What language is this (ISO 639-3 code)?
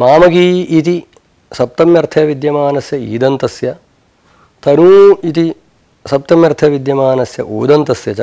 san